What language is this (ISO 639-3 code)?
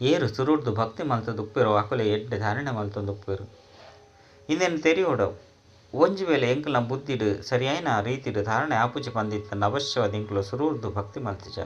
tcy